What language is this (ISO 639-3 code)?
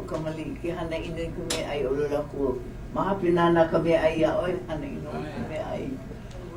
haw